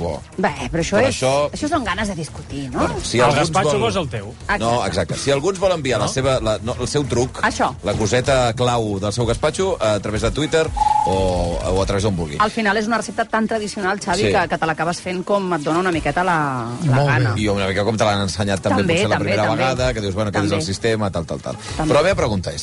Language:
Catalan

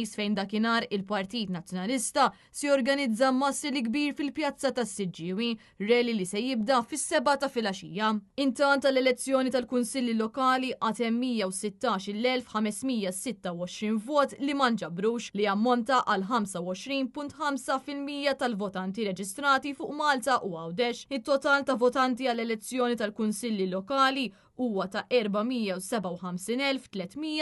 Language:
Maltese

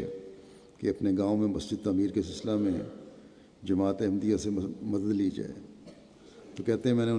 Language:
Urdu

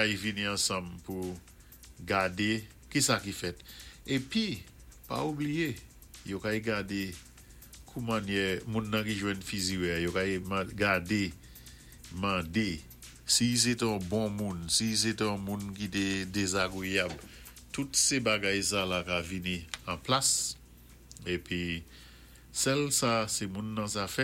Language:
Saint Lucian Creole French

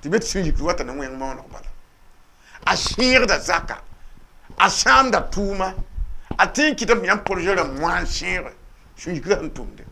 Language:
Mossi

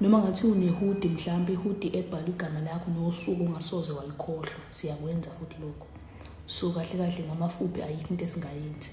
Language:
Zulu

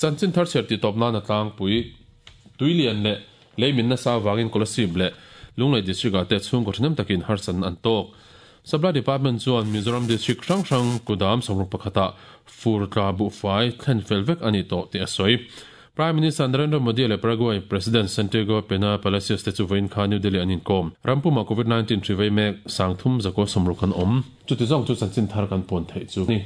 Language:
Mizo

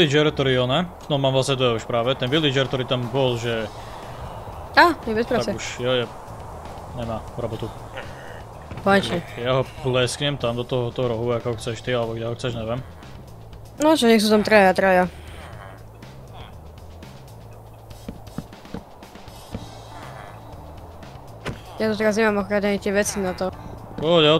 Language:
Slovak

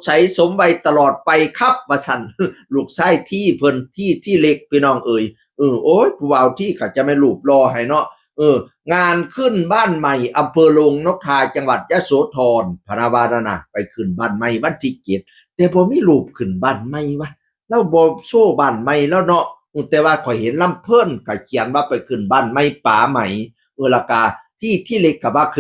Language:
Northeastern Thai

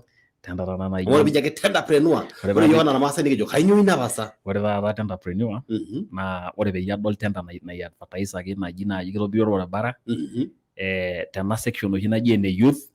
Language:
Masai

